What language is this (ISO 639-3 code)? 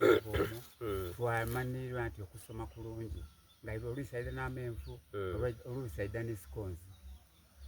xog